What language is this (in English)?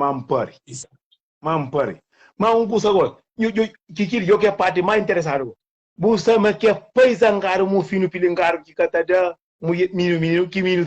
Kabuverdianu